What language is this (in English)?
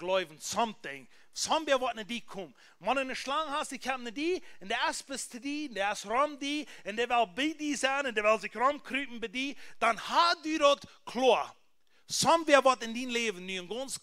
Plautdietsch